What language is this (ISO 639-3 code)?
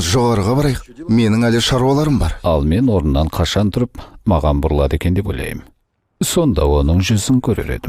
kaz